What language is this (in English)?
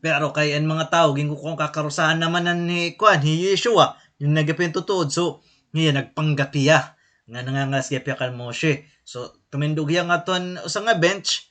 Waray